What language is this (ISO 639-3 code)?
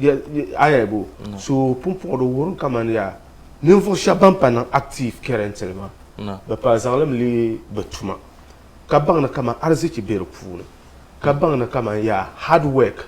dag